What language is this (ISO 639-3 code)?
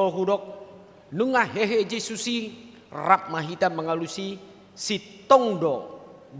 bbc